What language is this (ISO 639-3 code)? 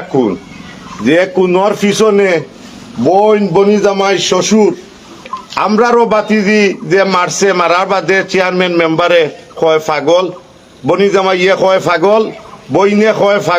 syl